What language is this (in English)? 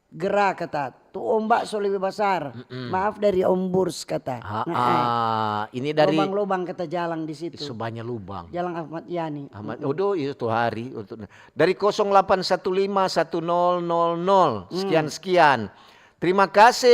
Manado Malay